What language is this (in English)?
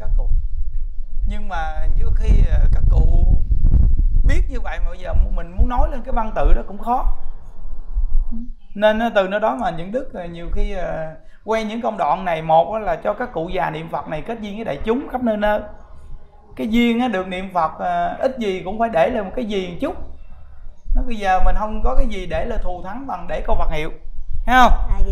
Vietnamese